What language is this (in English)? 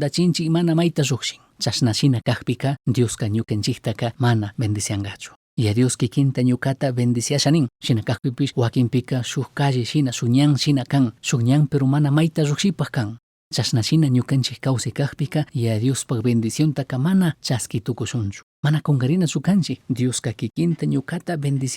Chimborazo Highland Quichua